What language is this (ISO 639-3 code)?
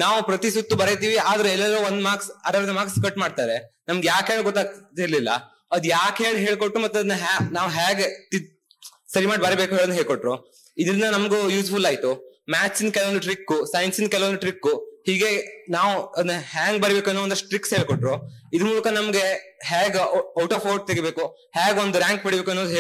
kan